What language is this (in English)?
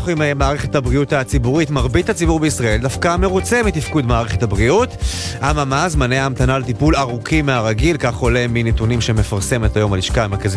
Hebrew